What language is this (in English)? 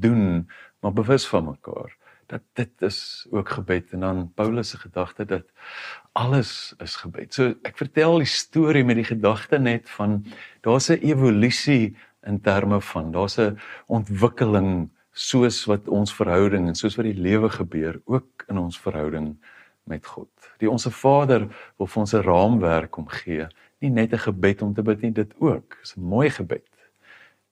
Afrikaans